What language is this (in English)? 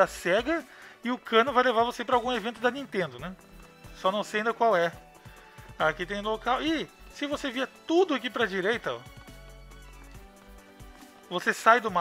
Portuguese